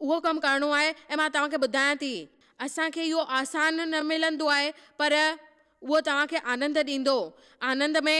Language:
Sindhi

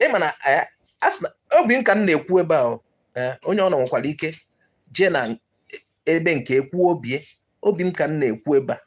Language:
Igbo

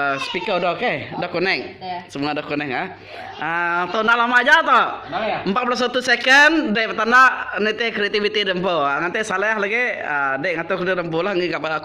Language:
Iban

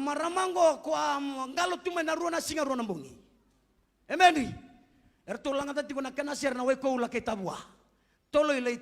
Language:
Fijian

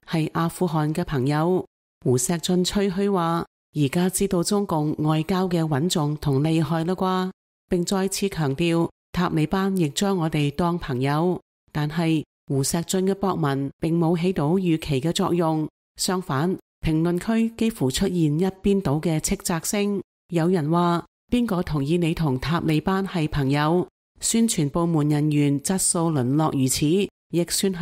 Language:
Cantonese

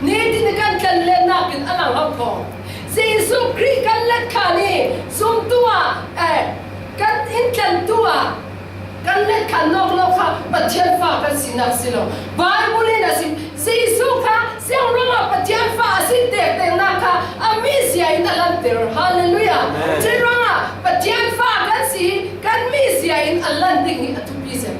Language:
Falam Chin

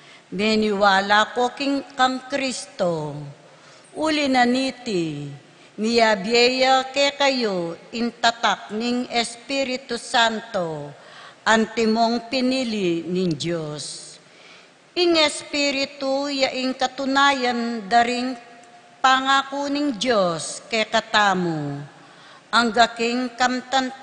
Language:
Pampanga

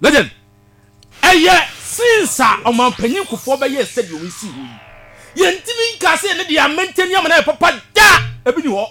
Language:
Akan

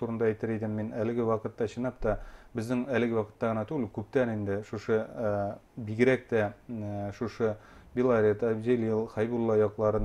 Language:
Bashkir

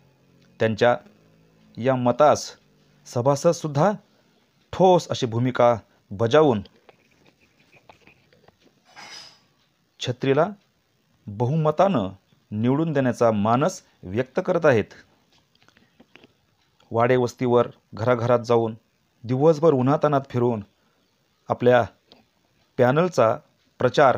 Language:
Marathi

